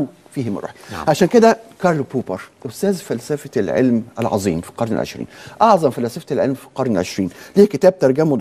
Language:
Egyptian Arabic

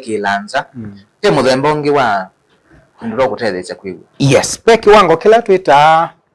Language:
Kamba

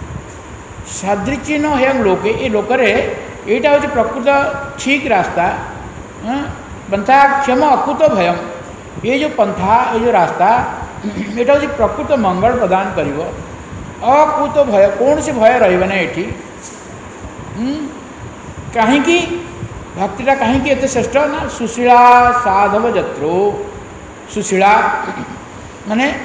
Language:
Odia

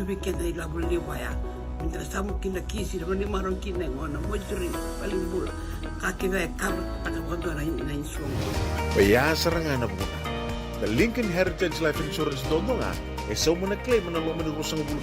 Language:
Fijian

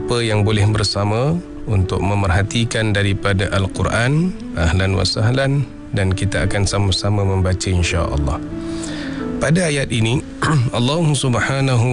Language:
Malay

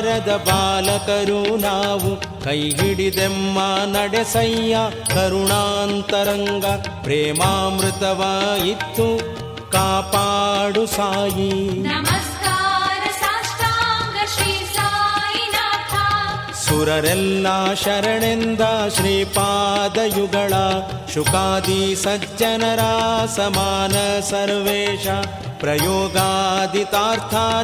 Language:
Kannada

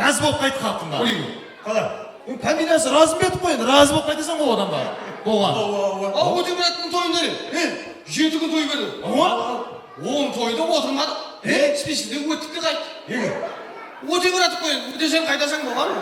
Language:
Kara-Kalpak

